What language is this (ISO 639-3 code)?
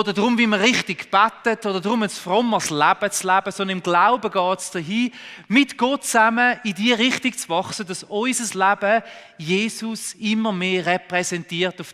gsw